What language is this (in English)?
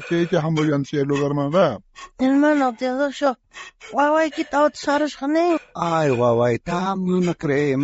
South Bolivian Quechua